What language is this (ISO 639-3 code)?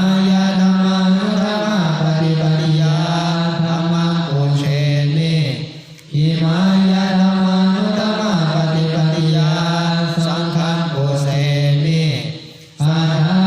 pli